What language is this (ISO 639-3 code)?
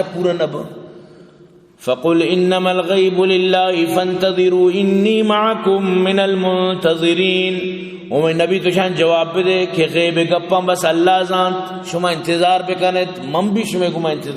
bal